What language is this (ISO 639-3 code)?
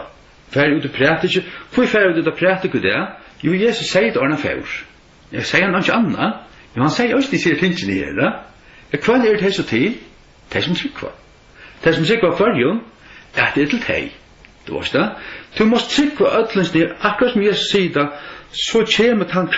fao